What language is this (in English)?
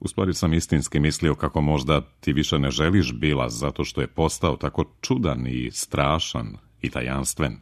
Serbian